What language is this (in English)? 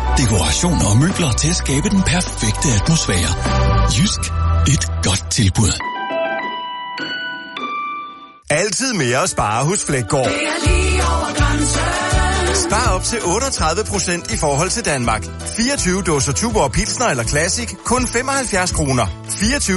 Danish